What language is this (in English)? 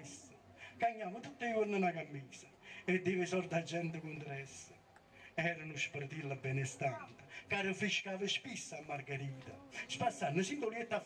Neapolitan